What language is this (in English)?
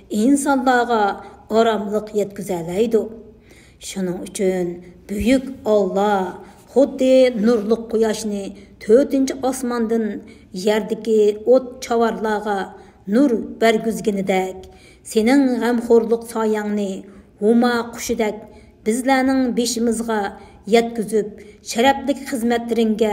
Uyghur